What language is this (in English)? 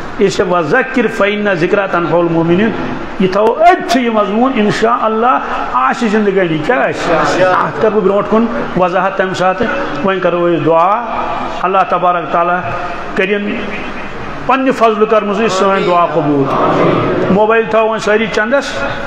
Kashmiri